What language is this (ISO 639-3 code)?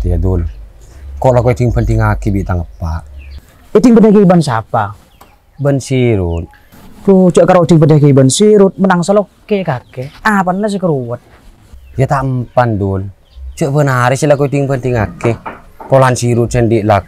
mad